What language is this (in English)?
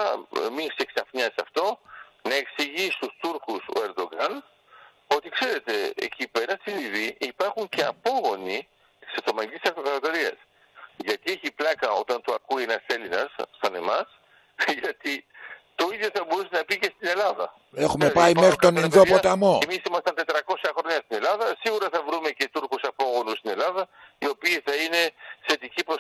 Greek